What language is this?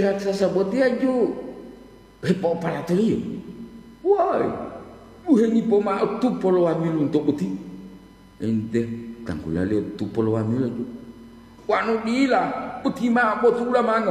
Gorontalo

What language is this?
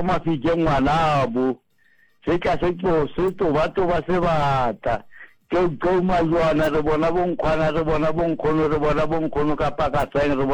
Southern Sotho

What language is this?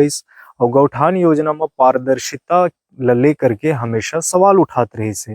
Chhattisgarhi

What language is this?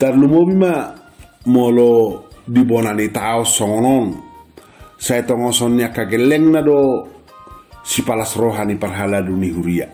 Batak Toba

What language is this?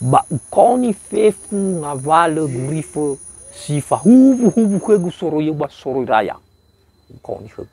Nias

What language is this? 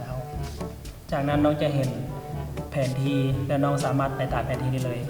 Lao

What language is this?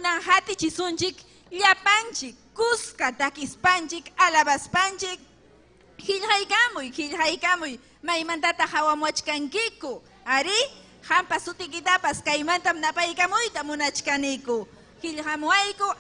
Ayacucho Quechua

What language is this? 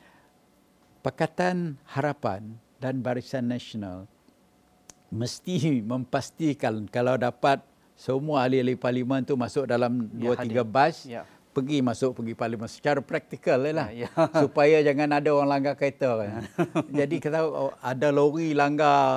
Malay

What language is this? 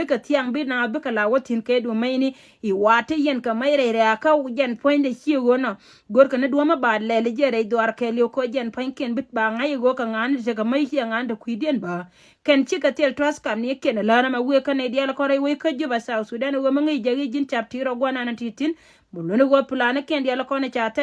Nuer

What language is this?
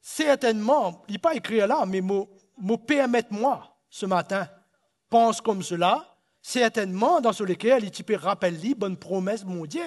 Morisyen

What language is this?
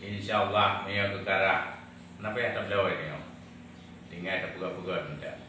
Achinese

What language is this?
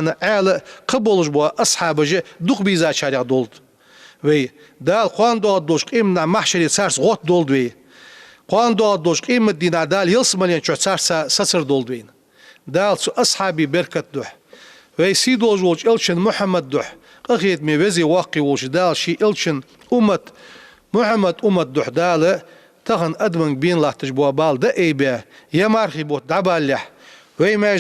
Ingush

